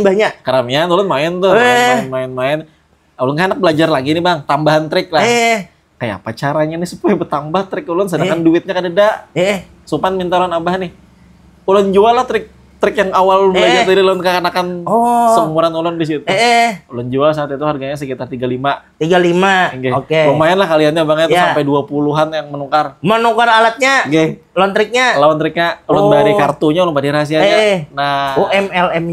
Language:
Banjar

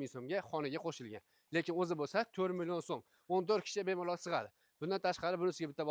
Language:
Uzbek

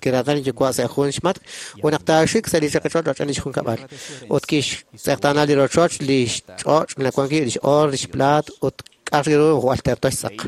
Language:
Kekchí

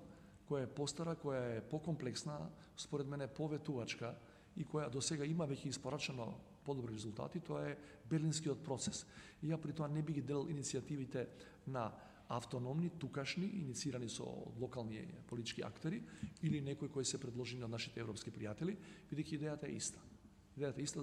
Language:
Macedonian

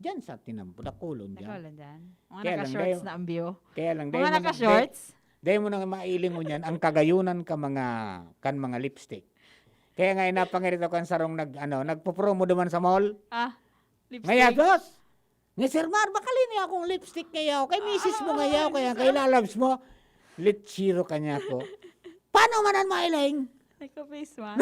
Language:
Bikol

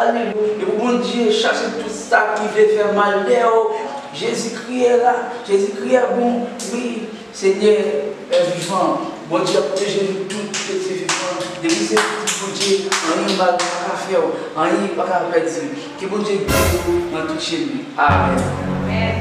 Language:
Haitian Creole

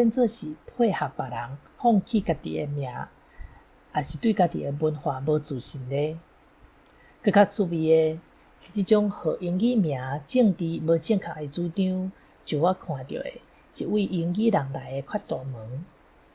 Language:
Min Nan Chinese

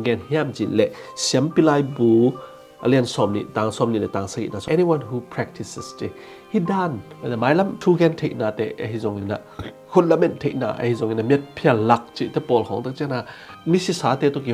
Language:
Tedim Chin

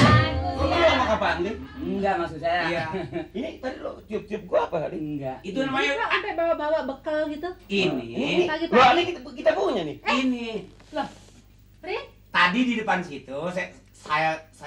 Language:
Betawi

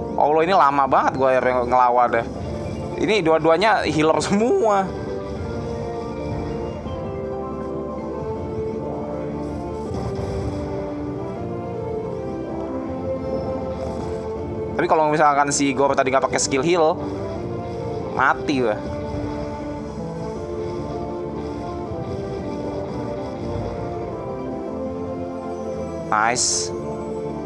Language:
Indonesian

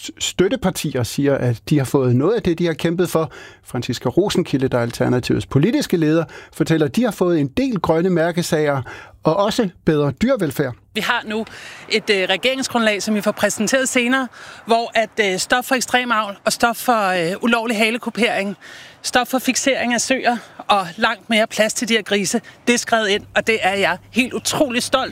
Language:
Danish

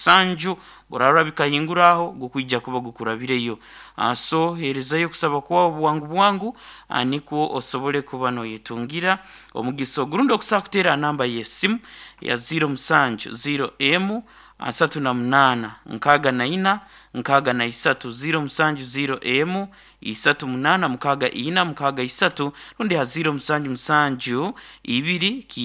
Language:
Nyoro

